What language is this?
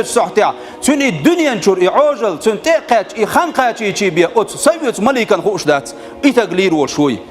Chechen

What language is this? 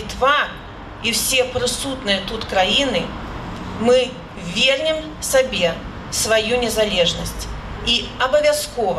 Belarusian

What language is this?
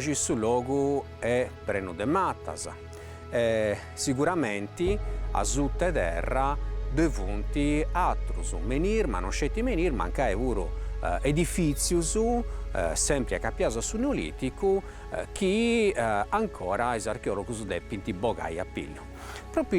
Sardinian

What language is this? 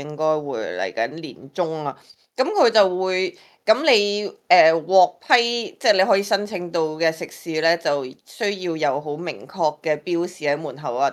Cantonese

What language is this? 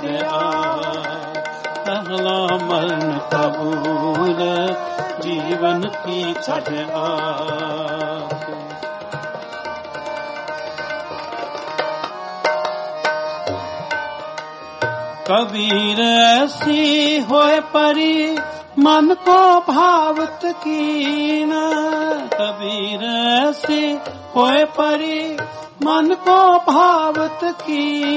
Punjabi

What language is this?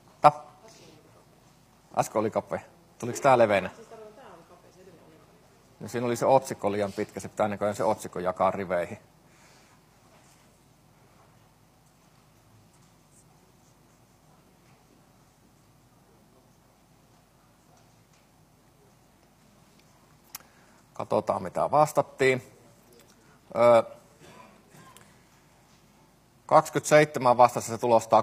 Finnish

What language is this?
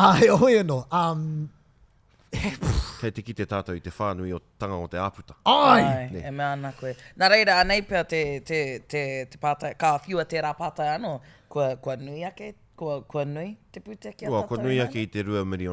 Māori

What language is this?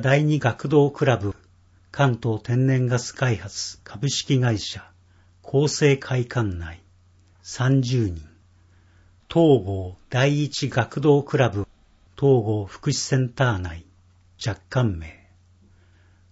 Japanese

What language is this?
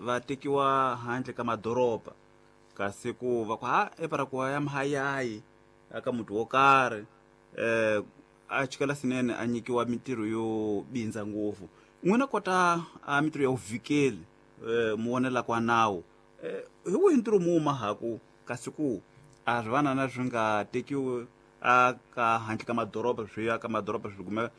Tsonga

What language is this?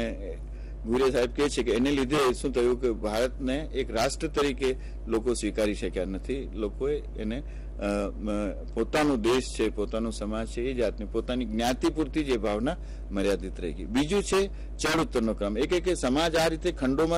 Gujarati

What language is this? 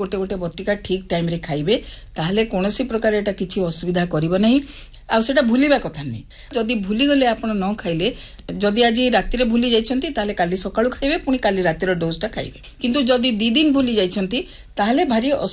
Odia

